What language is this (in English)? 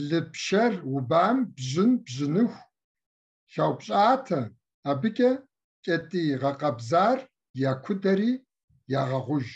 Kabardian